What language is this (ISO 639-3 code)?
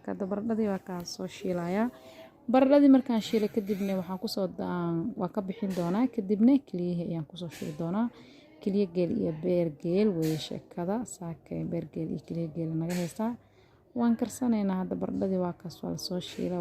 som